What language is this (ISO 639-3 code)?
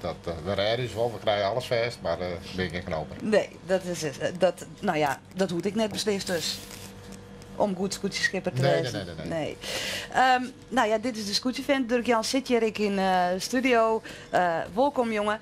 fry